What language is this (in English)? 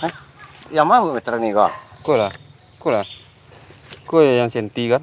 Minangkabau